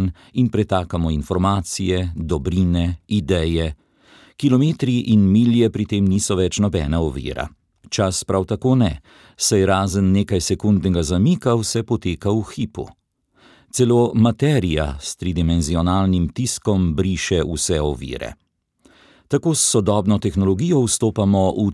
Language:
Slovenian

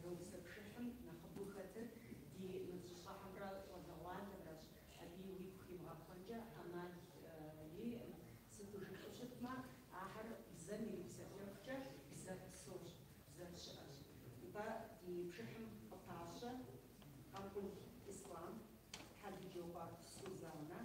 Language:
Kabardian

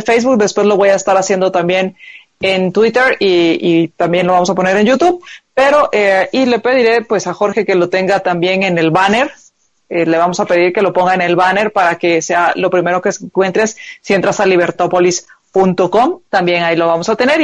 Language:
Spanish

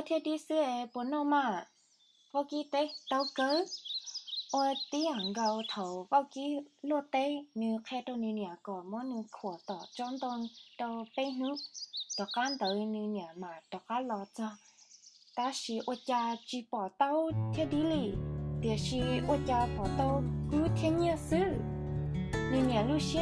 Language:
Hmong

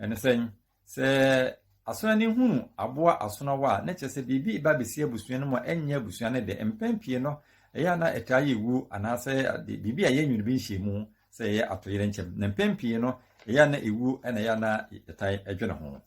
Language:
Akan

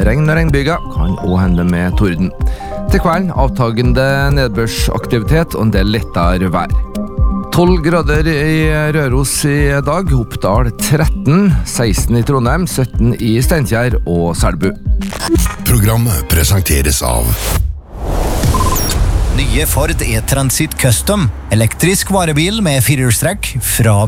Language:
Norwegian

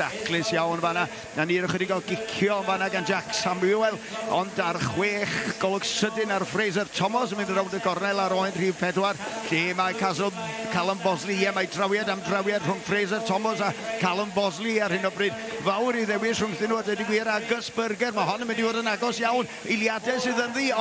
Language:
Welsh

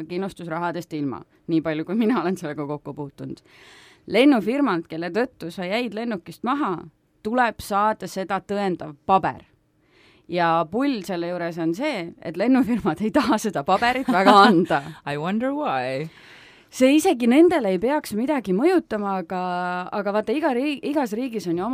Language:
Estonian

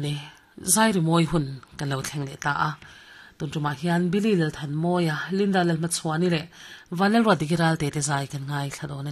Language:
Mizo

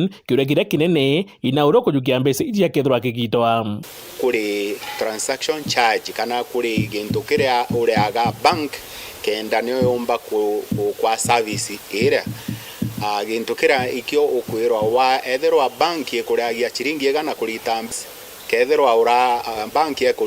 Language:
Meru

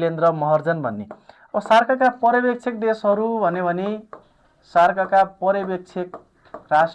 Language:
Nepali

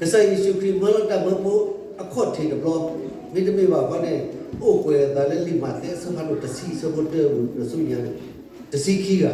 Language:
S'gaw Karen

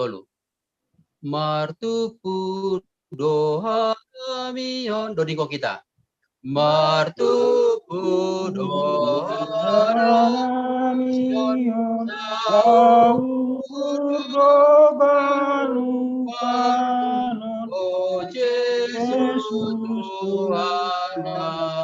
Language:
Batak Simalungun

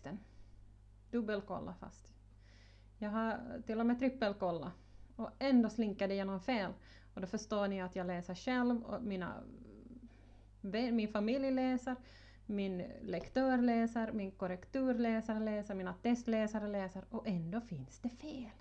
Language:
Swedish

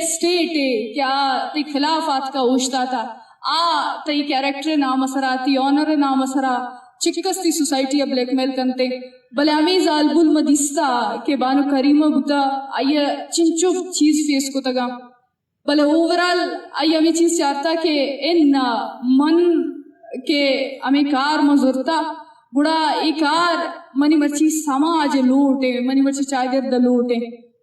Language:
Eastern Balochi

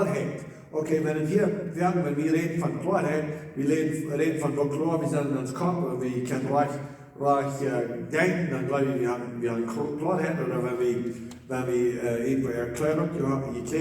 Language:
Plautdietsch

